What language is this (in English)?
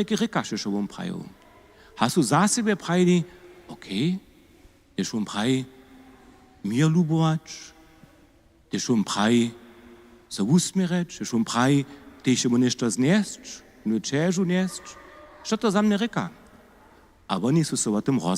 Upper Sorbian